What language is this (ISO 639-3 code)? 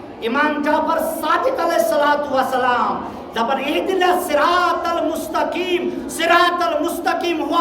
kas